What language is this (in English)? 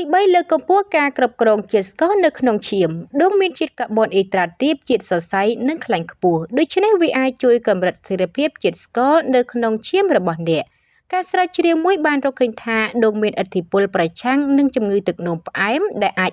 Khmer